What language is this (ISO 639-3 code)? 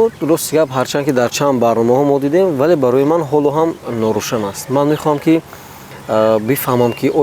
tgk